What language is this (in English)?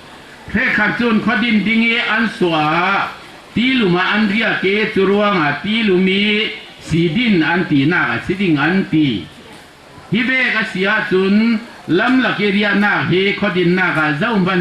Falam Chin